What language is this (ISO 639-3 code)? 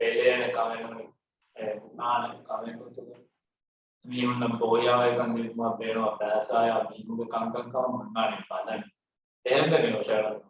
div